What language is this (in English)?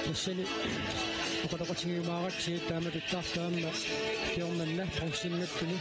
Kalaallisut